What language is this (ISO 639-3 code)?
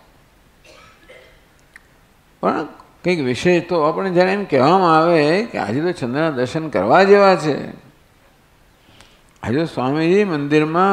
guj